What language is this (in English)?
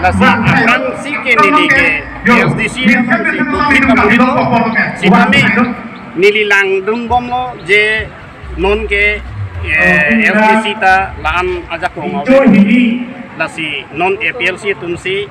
Karbi